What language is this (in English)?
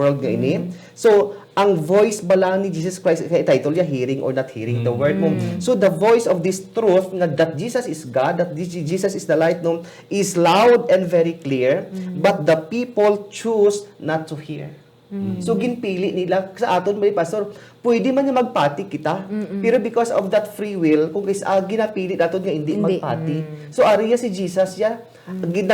Hiligaynon